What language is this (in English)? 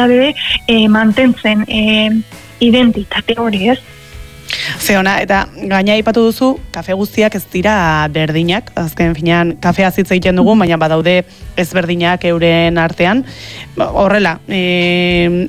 Basque